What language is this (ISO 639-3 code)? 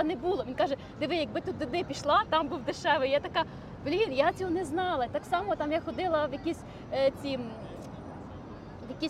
ukr